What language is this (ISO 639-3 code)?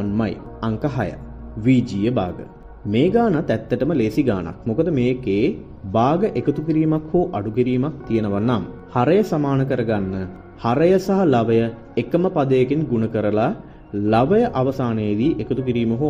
sin